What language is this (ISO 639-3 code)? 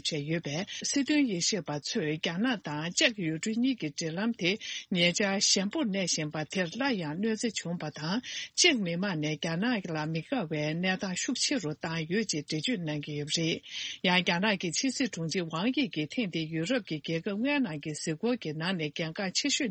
bod